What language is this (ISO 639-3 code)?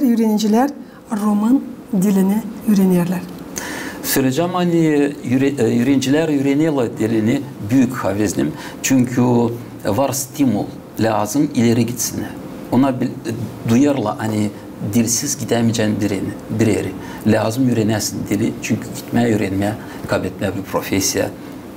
gag